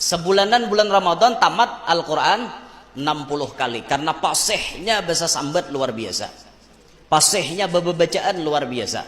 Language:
Banjar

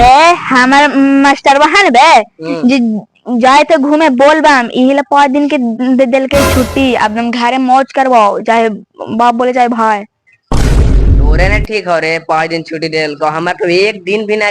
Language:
Magahi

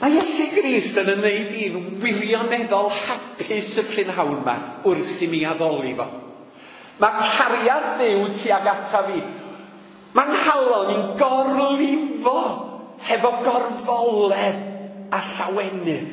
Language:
Welsh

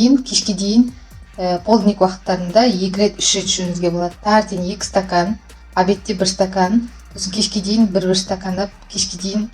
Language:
Kazakh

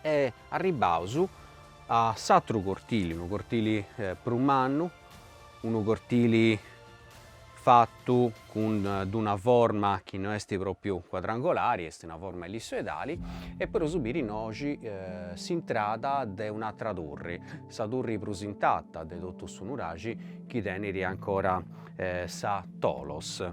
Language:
Sardinian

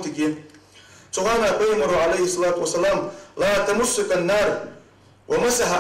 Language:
Ingush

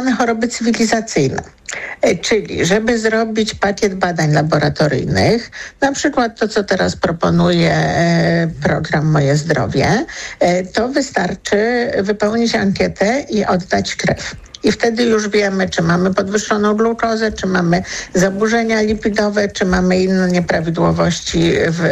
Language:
Polish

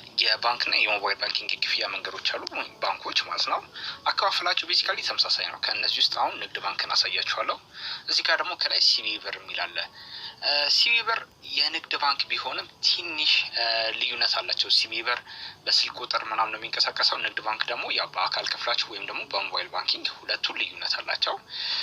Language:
Amharic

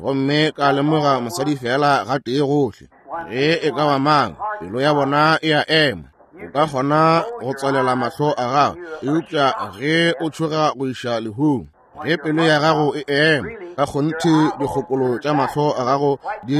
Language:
Northern Sotho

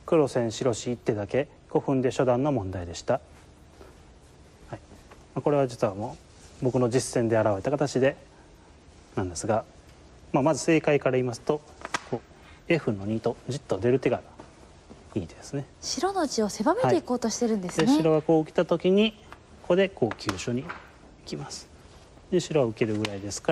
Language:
Japanese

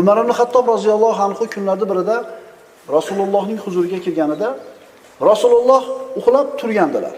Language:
Uzbek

